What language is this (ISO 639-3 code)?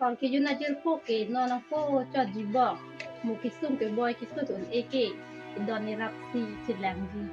mjw